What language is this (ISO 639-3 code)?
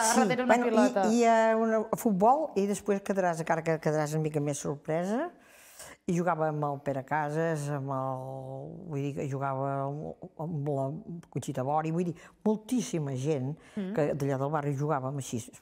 cat